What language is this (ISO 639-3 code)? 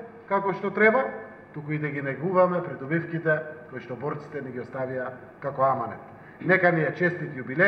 mkd